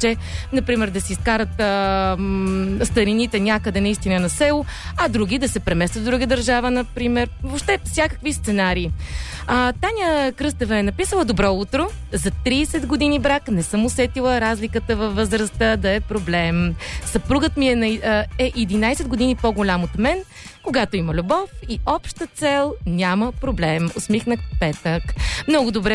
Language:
Bulgarian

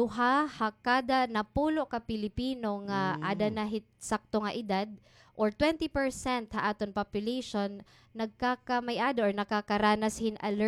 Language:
Waray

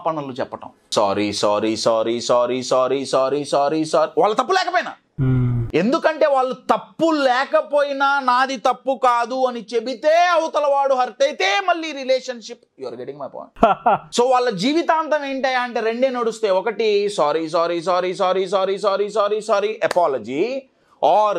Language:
Telugu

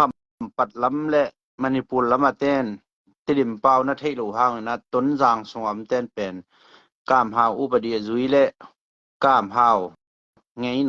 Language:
Tedim Chin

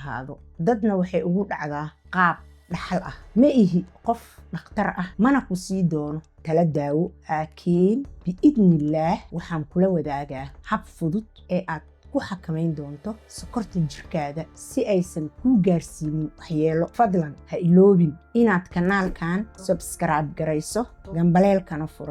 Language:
Somali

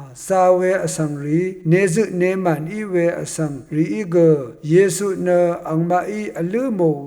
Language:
Rawang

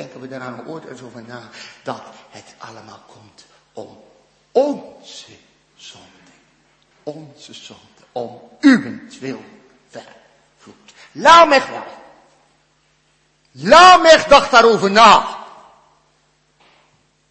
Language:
Dutch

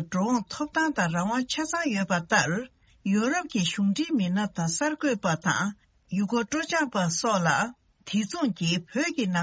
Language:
Tibetan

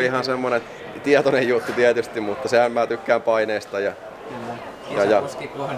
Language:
Finnish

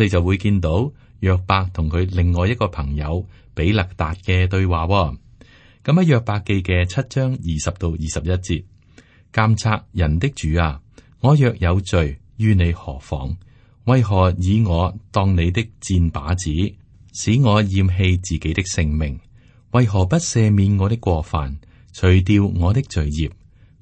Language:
Cantonese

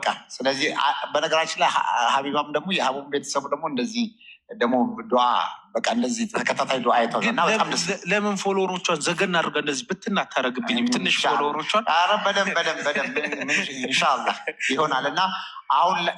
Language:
Amharic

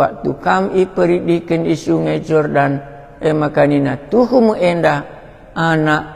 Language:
Batak Karo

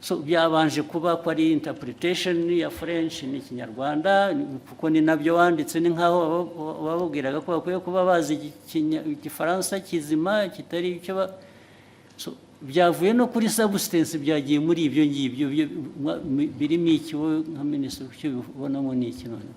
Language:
Kinyarwanda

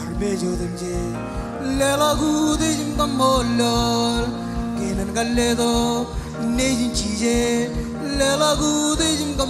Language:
Marshallese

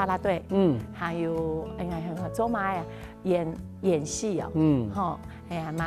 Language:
Hakka Chinese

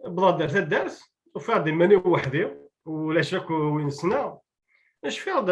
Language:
Kabyle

